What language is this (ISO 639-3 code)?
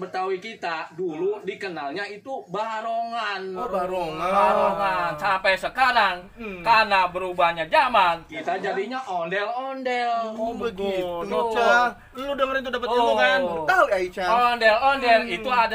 bew